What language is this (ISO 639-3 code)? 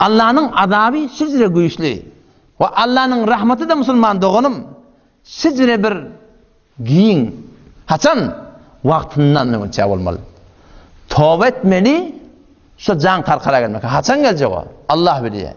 tuk